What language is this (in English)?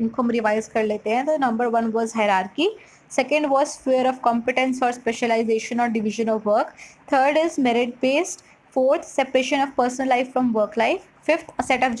Hindi